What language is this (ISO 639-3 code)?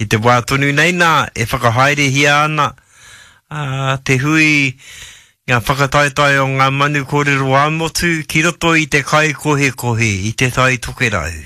mri